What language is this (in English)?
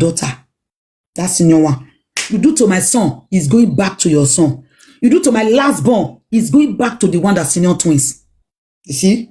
Nigerian Pidgin